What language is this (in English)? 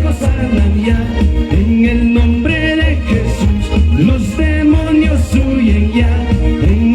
Ayacucho Quechua